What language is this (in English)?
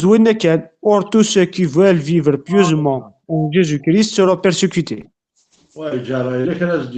Kabyle